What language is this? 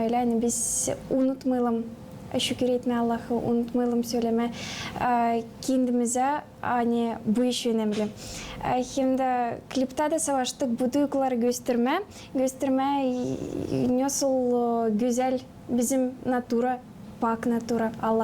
Gagauz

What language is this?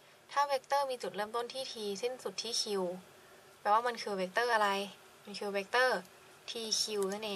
Thai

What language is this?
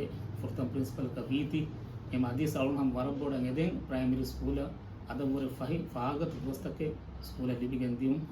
Divehi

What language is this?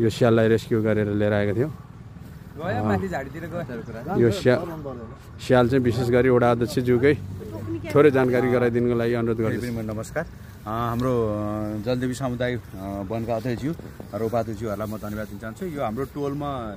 Nepali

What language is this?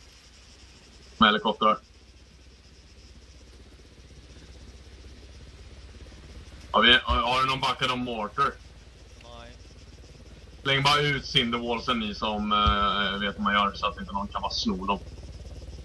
Swedish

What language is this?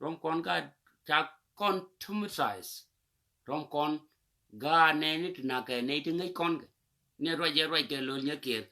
Nuer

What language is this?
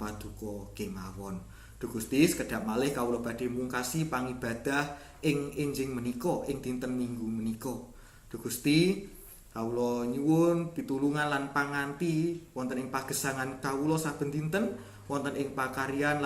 Javanese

